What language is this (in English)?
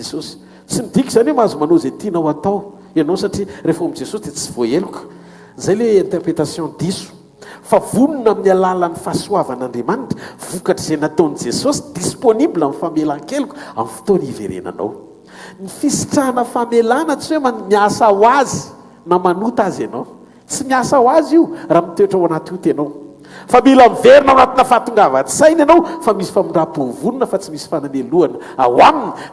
Malagasy